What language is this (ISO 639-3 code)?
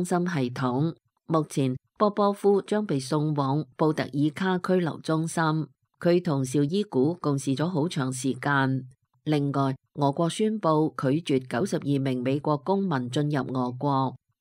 yue